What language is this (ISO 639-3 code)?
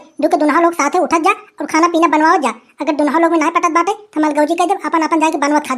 awa